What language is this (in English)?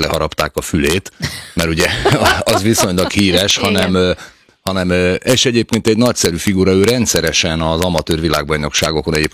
Hungarian